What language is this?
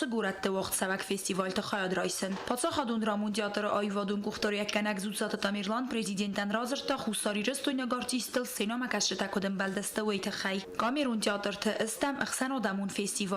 Ossetic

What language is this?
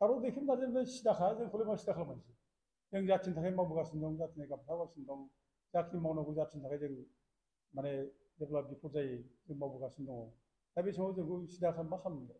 Bodo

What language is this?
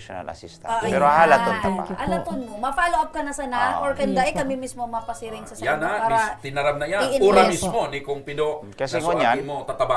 Bikol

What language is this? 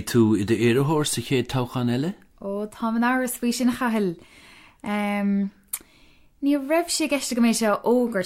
Irish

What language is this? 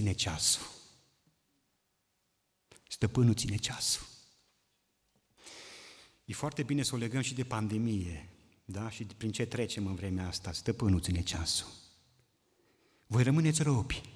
Romanian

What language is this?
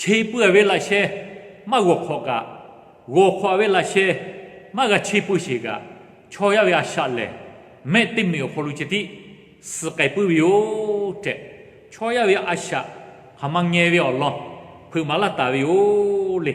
Lahu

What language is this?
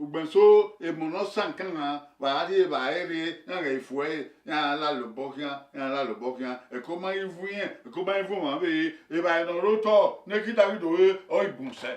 Bini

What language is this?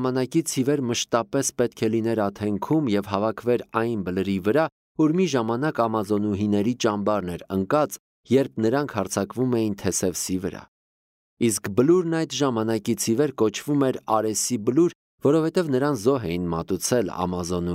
Armenian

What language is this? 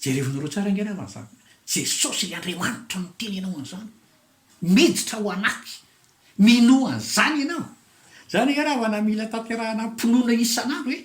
Malagasy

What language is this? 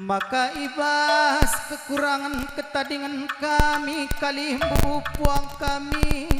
Batak Karo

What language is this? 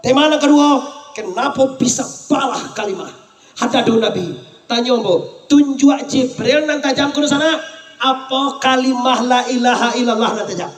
Minangkabau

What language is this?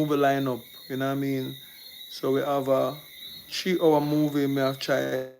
Jamaican Creole English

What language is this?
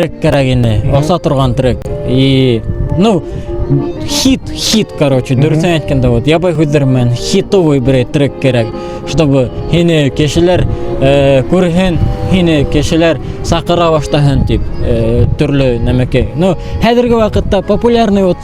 Bashkir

